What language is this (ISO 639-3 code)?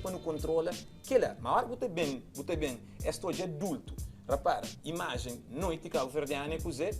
kea